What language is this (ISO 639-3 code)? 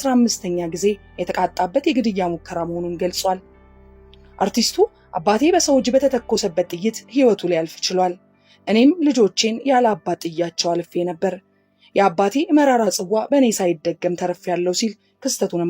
amh